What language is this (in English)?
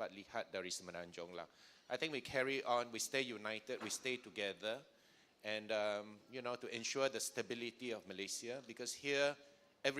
Iban